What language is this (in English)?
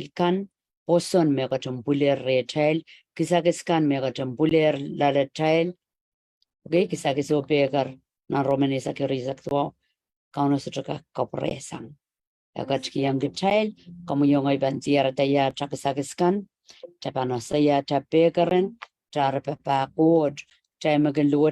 Pohnpeian